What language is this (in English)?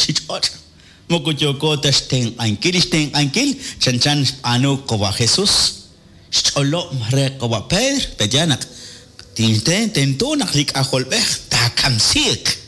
Kekchí